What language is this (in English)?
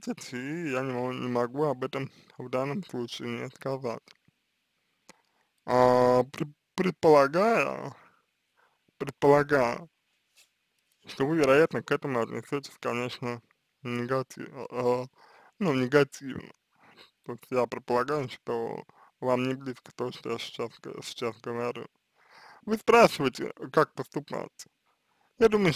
Russian